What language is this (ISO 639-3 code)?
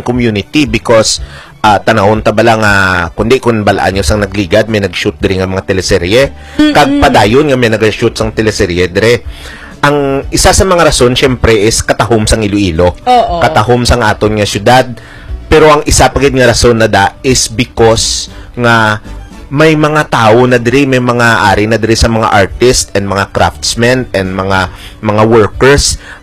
hil